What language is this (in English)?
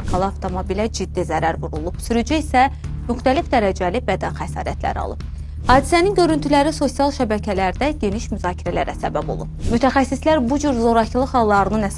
Azerbaijani